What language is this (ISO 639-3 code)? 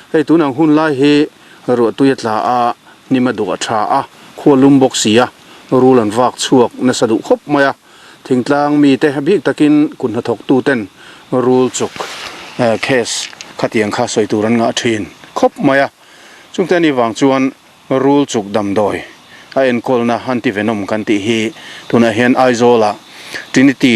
lus